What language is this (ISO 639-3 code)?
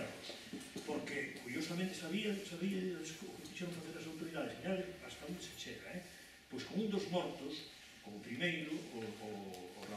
glg